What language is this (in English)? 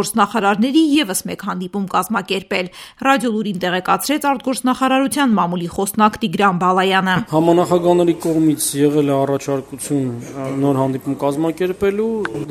Armenian